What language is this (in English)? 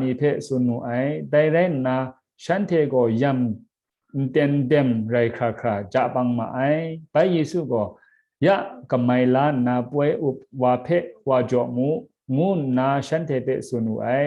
Kachin